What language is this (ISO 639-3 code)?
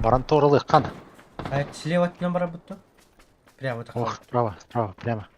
sah